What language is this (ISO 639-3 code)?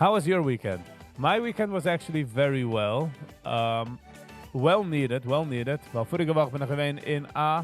yid